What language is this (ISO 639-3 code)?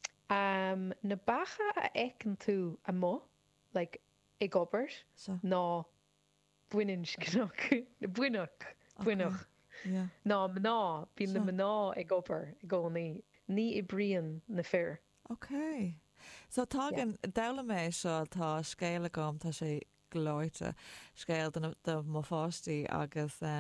gle